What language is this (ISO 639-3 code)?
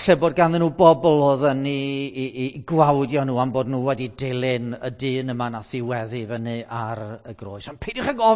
cym